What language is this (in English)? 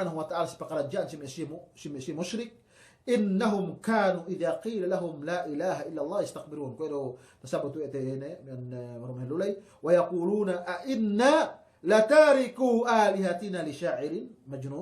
Yakan